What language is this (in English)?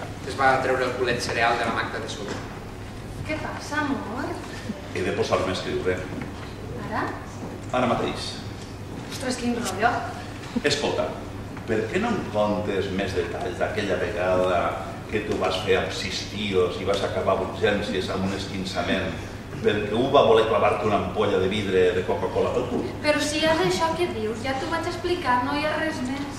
Catalan